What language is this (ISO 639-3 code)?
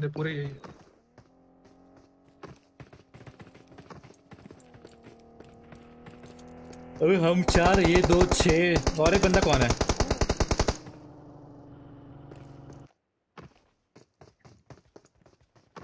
hin